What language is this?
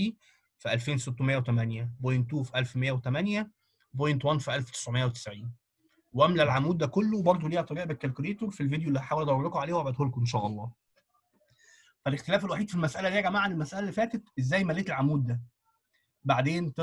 Egyptian Arabic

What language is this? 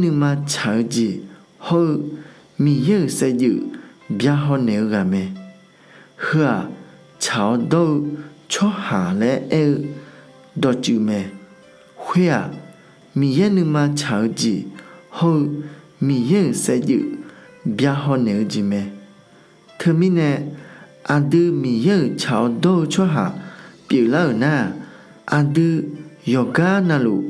Akha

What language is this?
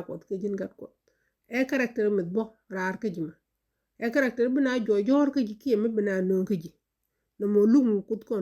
Nuer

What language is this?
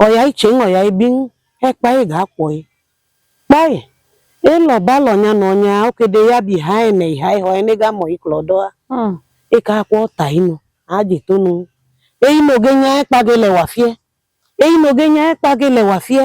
Idoma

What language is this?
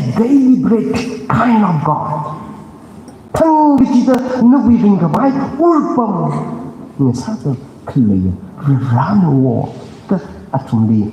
Tangkhul Naga (India)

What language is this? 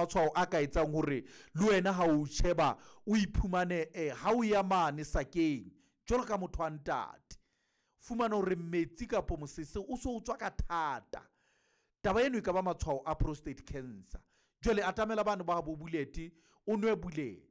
Southern Sotho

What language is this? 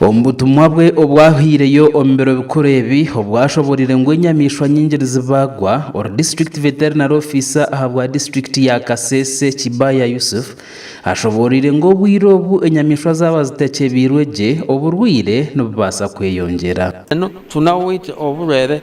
Nyankole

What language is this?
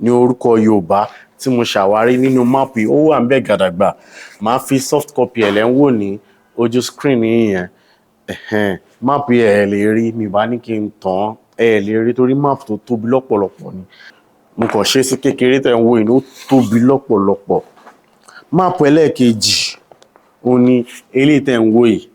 Yoruba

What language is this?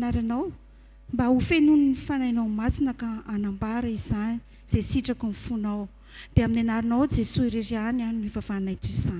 Malagasy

